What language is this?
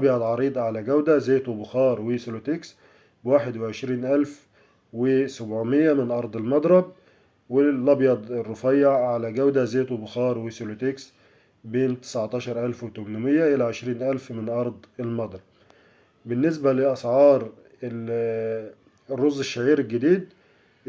Egyptian Arabic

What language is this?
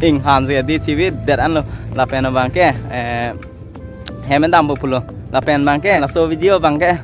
Karbi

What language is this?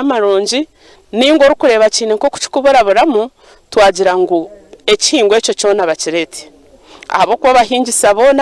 Nyankole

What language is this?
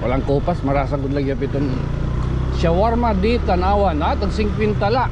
Waray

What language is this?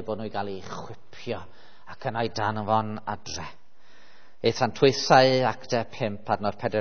Welsh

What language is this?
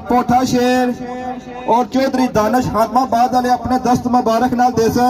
Pahari-Potwari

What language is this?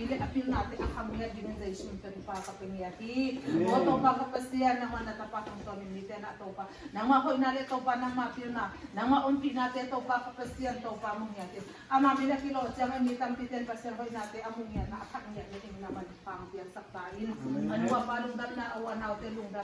Tedim Chin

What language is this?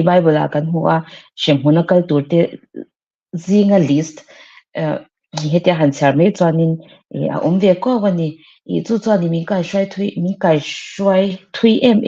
Mizo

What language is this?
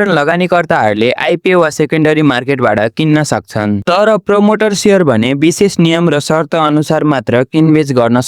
Nepali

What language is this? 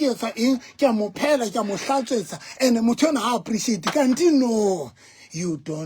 Southern Sotho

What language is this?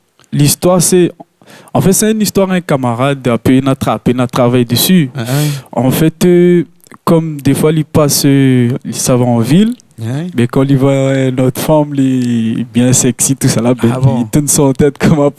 Réunion Creole French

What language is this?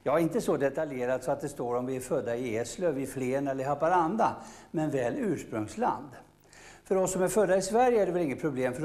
Swedish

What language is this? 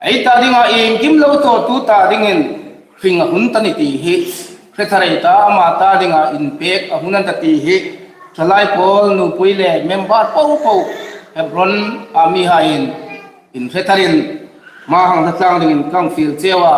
Hmar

